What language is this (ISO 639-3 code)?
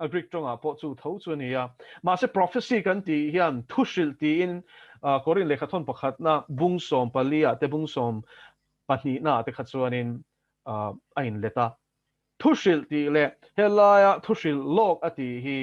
lus